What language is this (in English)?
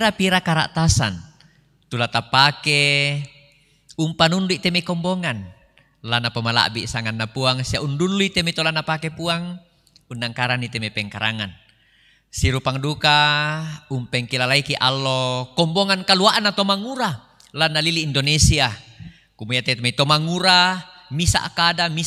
Toraja-Sa'dan